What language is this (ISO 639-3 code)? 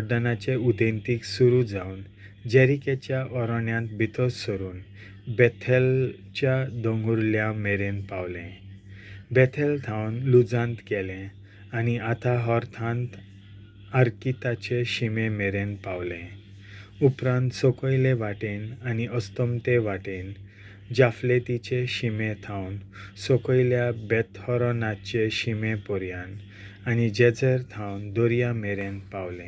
kok